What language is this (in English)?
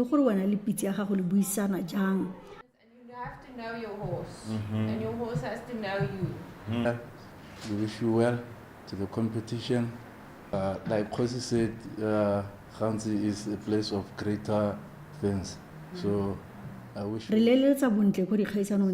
Tswana